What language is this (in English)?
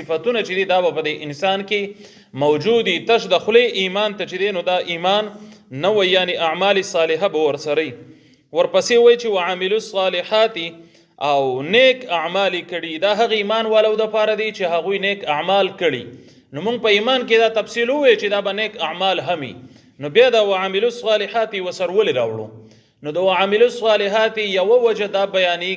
Pashto